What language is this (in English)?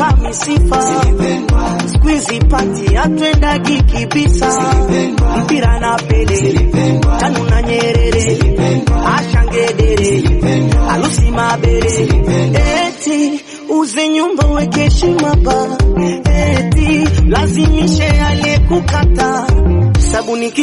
Swahili